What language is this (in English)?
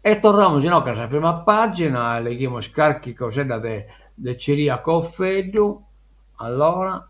Sardinian